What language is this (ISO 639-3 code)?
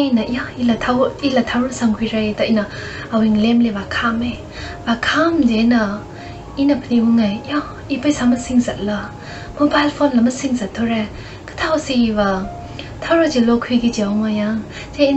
nmf